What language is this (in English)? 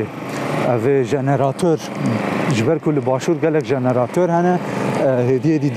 Kurdish